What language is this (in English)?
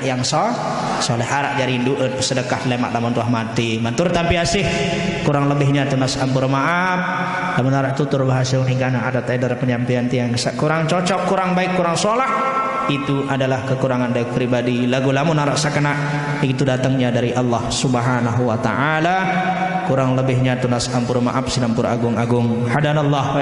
Sasak